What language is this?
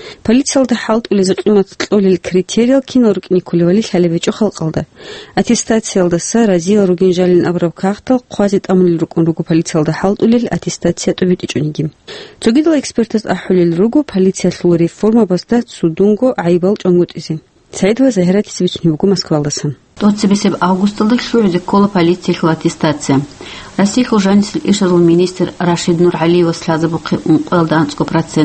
Avaric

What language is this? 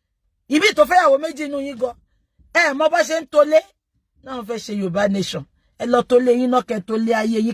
Yoruba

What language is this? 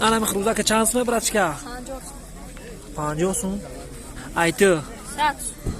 Tajik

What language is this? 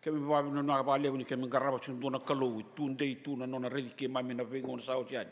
Fijian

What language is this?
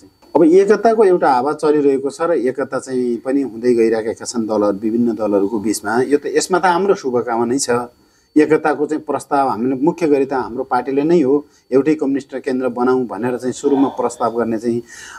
Nepali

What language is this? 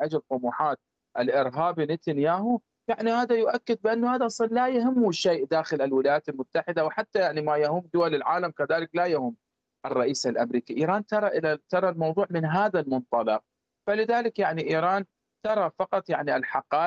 Arabic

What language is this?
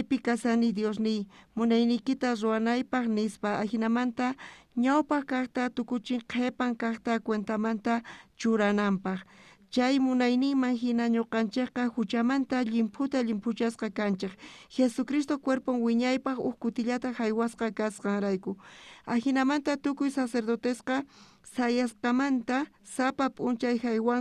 South Bolivian Quechua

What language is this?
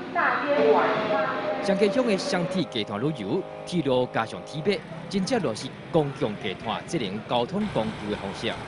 Min Nan Chinese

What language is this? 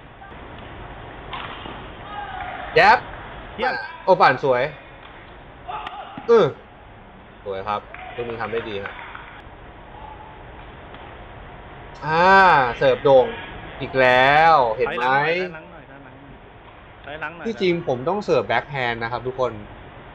Thai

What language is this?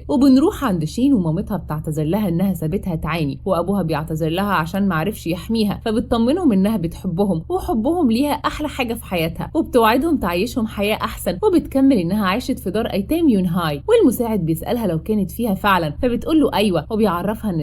Egyptian Arabic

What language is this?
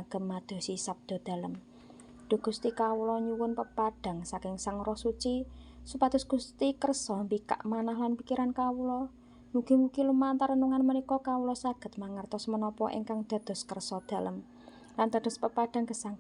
Javanese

